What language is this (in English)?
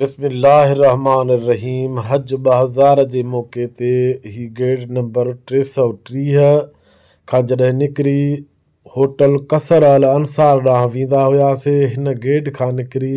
Sindhi